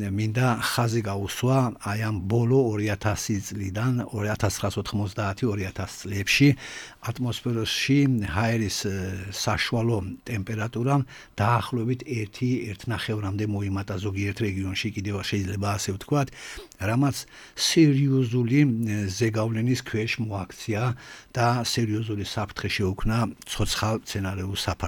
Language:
Georgian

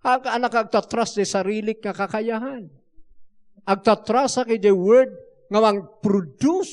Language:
Iloko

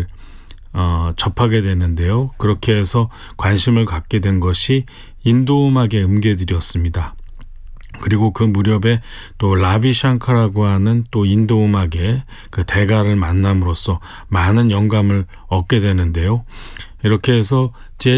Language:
Korean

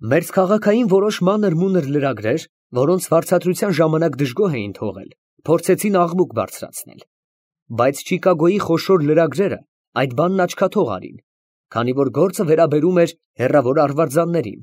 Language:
Armenian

